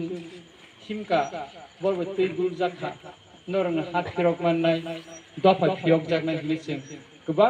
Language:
Kok Borok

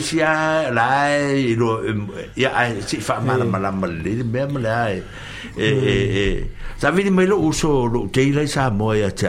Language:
Samoan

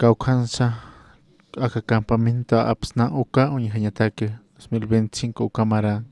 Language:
Aymara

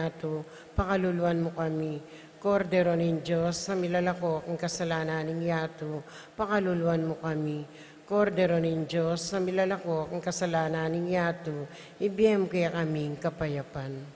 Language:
Pampanga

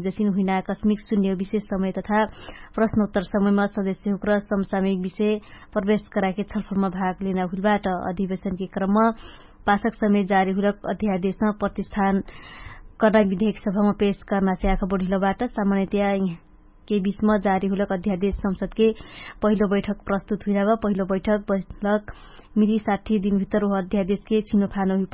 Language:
Dangaura Tharu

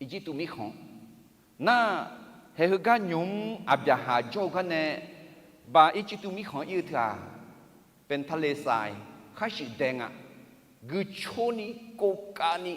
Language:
Akha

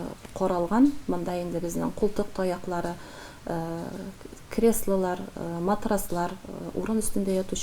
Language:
Tatar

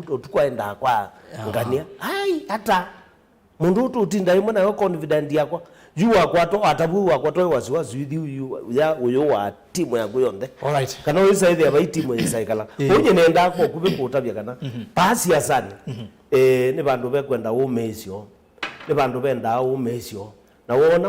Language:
Kamba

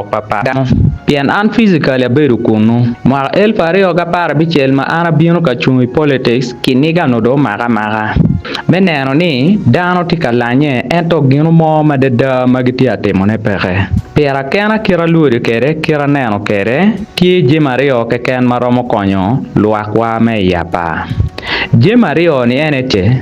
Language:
Acoli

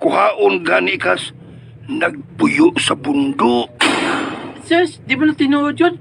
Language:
Cebuano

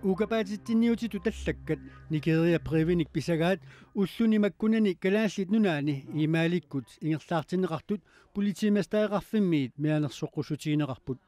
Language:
Kalaallisut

